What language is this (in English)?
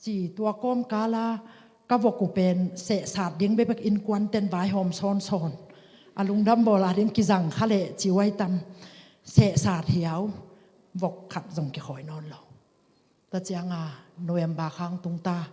Tedim Chin